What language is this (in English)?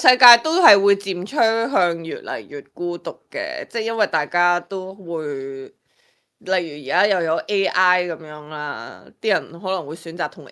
Cantonese